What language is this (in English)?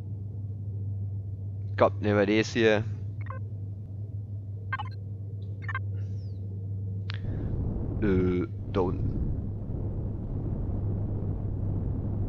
German